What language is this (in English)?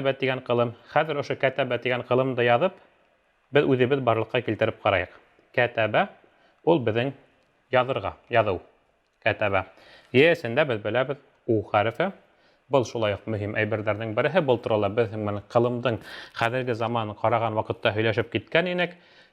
Bashkir